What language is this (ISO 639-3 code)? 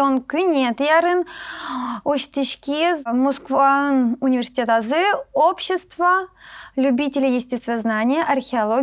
udm